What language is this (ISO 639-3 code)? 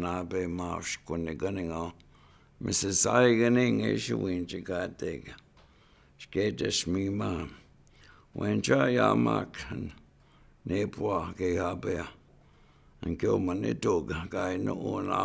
ciw